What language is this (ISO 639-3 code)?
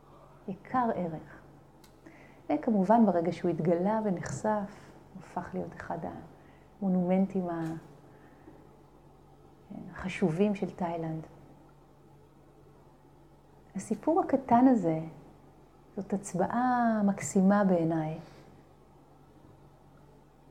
heb